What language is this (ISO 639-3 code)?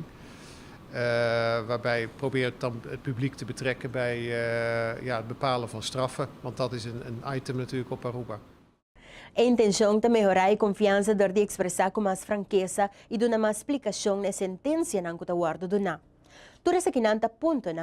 pap